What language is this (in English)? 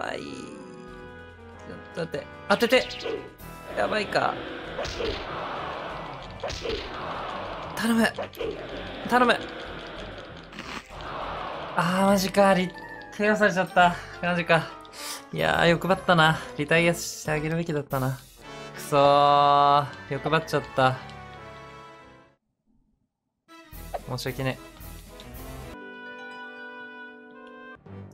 Japanese